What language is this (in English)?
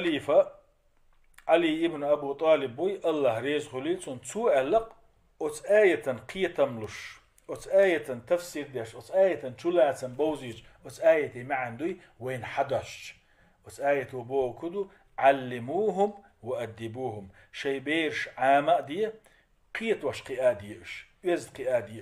Chechen